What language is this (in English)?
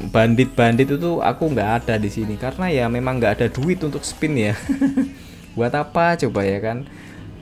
Indonesian